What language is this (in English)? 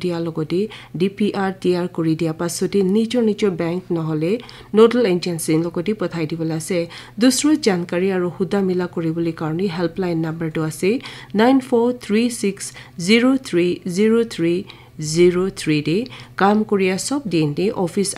Naga Pidgin